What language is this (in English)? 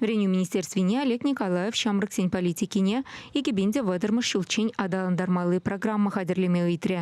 Chuvash